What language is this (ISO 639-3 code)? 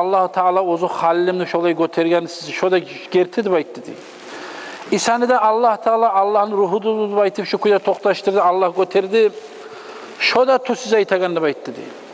kum